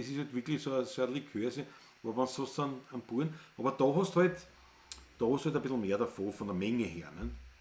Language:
Bavarian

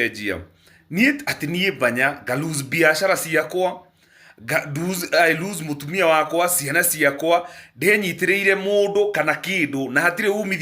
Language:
Kikuyu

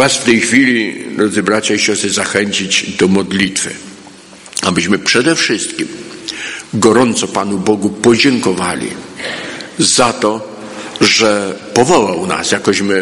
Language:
Polish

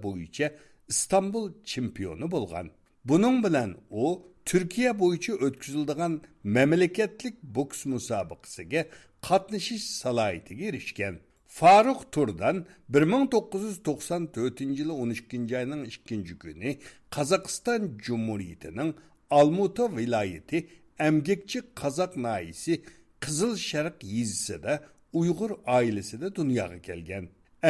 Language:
Uyghur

